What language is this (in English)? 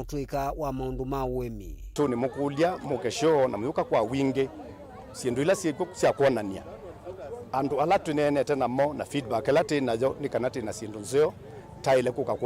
Kamba